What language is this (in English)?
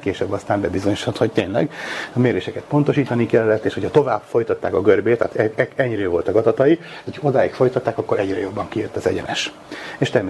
Hungarian